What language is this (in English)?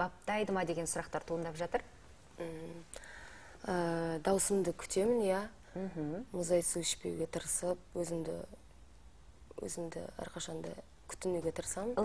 Kazakh